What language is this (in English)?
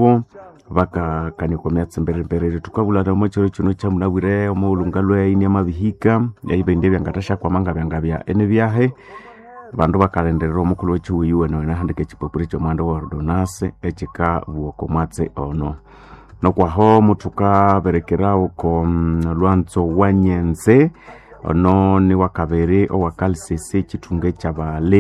Nande